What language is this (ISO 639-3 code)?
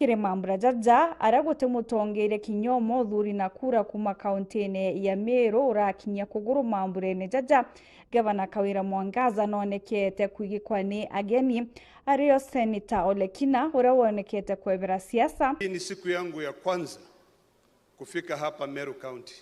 mer